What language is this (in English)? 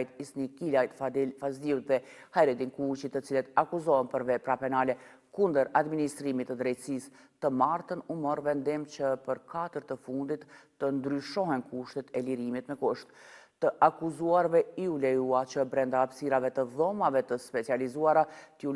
Albanian